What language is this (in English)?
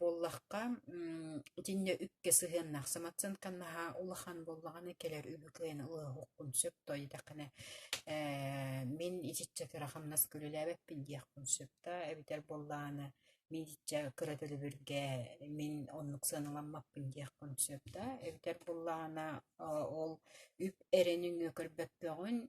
Yakut